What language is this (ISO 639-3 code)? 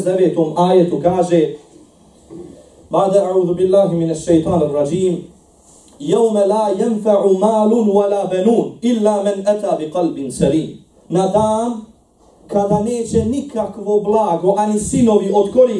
bos